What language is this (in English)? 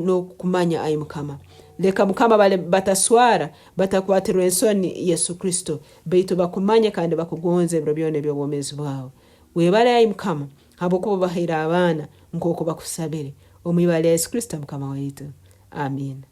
Nyankole